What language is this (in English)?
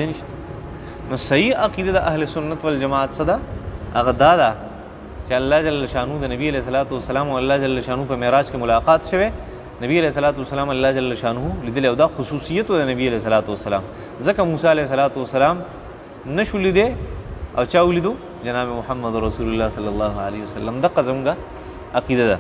Pashto